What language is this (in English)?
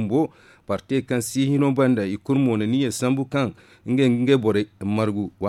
Zarma